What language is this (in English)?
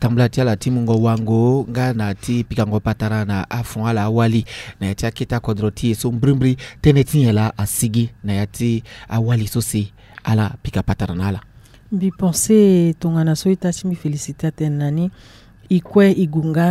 Sango